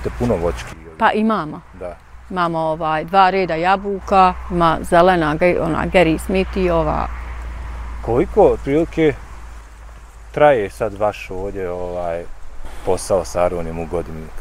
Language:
Bosnian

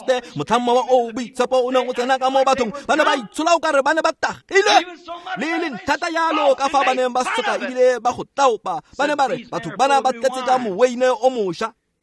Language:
Tswana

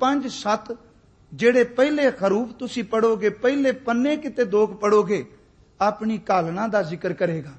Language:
Punjabi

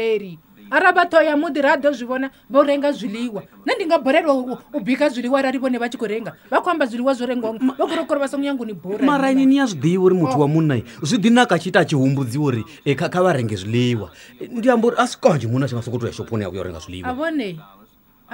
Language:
Venda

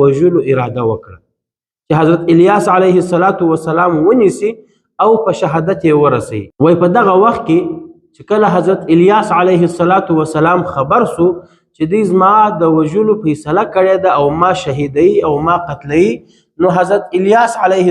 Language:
Pashto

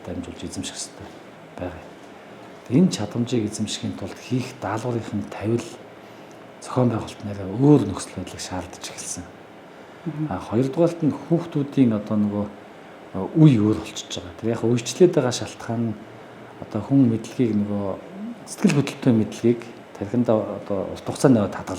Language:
Mongolian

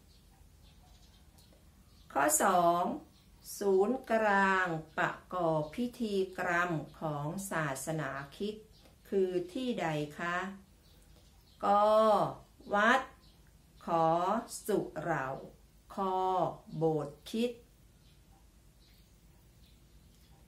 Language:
Thai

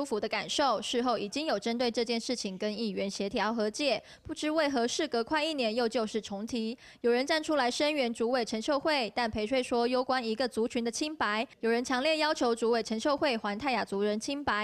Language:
Chinese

